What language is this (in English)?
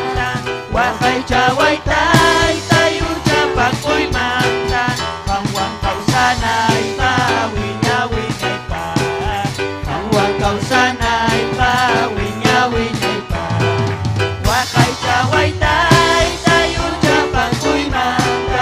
Ayacucho Quechua